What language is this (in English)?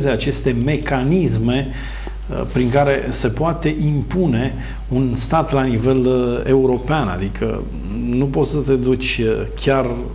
Romanian